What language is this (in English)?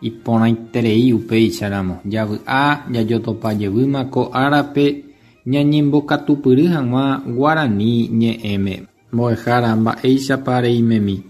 Guarani